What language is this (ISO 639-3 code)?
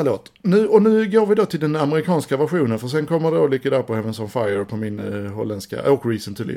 swe